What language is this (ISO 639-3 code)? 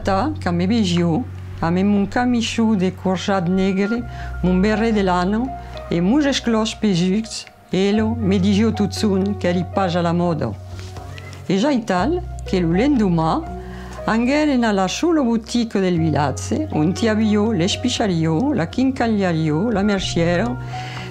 oci